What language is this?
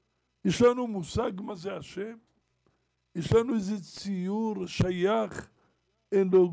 Hebrew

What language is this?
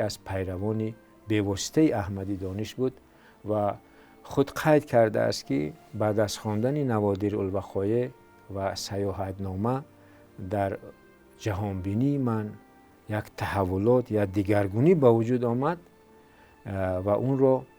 Tajik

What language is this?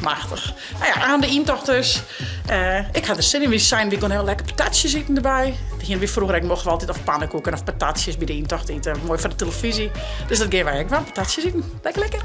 Western Frisian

